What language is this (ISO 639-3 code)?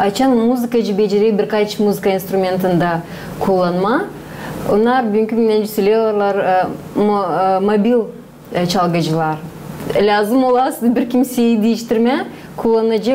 gag